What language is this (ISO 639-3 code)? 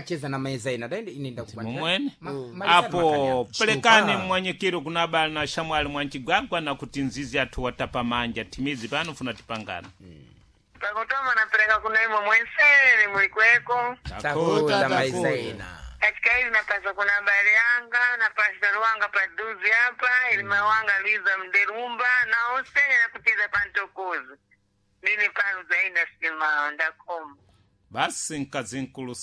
seh